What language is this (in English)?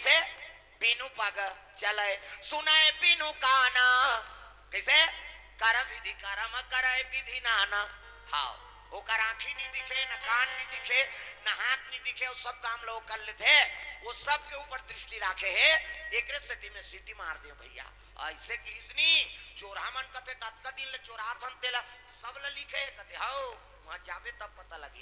Chhattisgarhi